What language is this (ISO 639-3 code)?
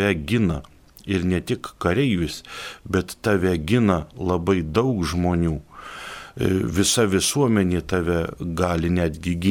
lit